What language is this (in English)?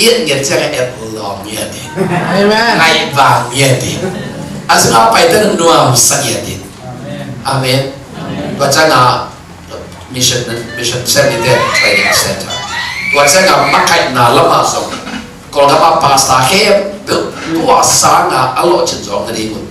Tedim Chin